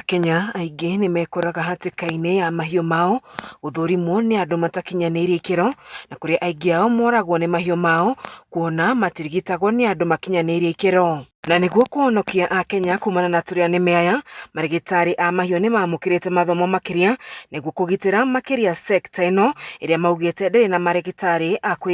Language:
Kikuyu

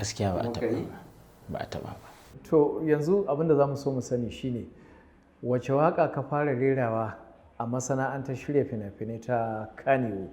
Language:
Hausa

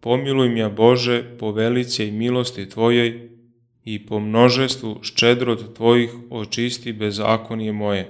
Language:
Church Slavic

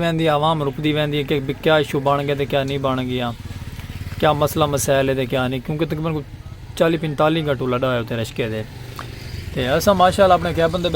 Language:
Saraiki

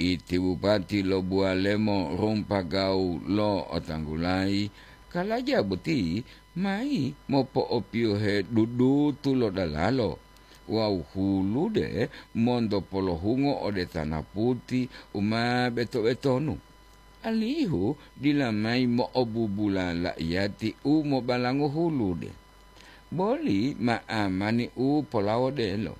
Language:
Gorontalo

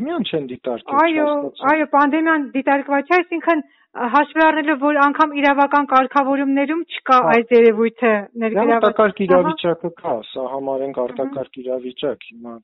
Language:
Armenian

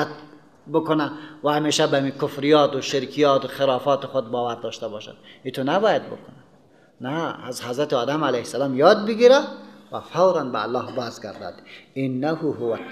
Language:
Persian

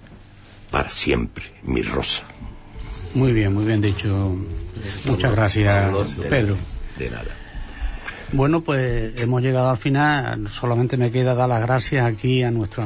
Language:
Spanish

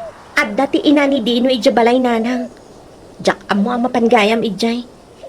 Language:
Iloko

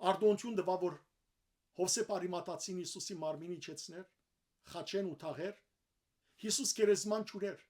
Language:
Western Armenian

